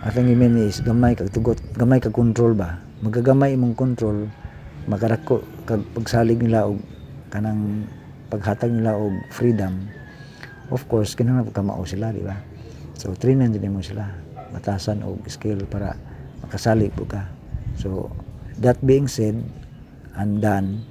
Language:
Cebuano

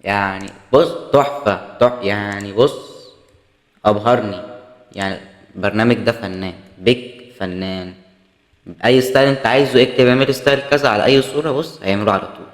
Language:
Egyptian Arabic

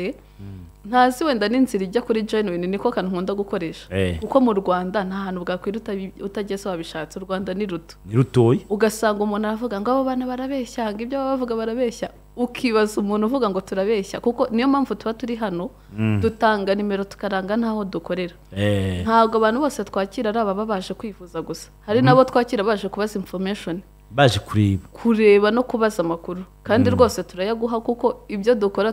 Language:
Kinyarwanda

